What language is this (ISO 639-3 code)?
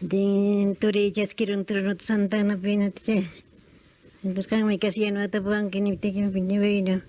quy